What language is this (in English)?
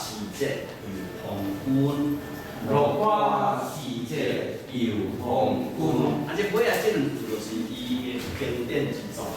Min Nan Chinese